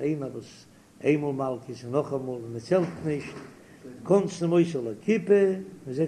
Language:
Yiddish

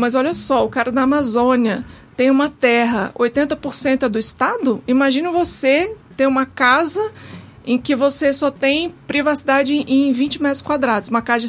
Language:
Portuguese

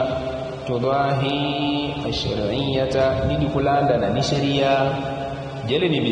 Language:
Yao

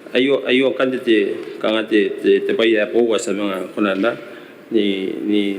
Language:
Gilbertese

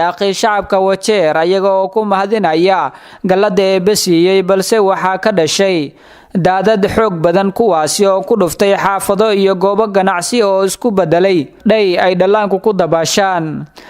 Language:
Somali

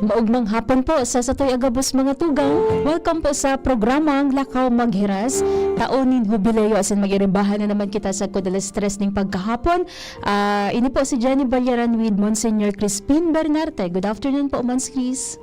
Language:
Bikol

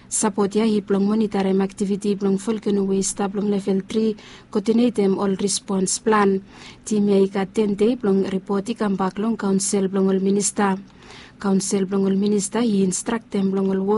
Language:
Bislama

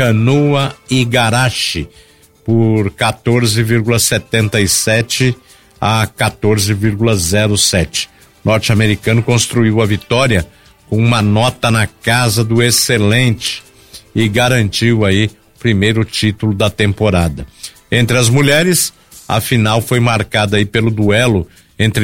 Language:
Portuguese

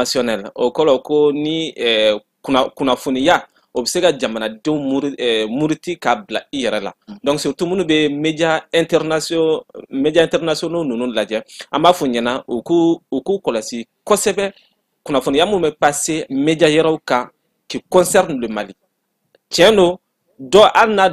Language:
Bambara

